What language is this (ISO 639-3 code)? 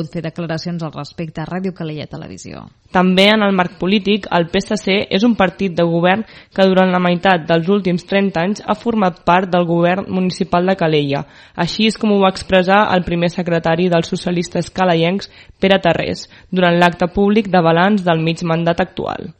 cat